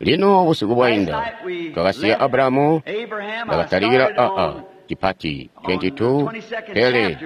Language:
Tonga (Zambia)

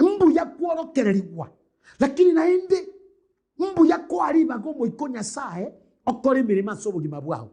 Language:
Gusii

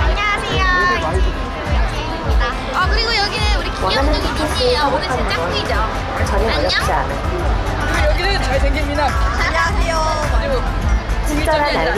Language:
Korean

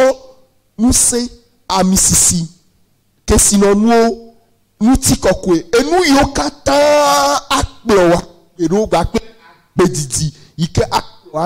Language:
Ewe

